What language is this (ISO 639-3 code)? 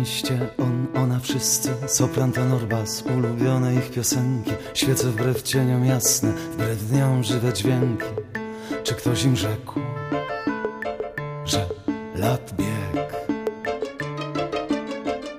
pol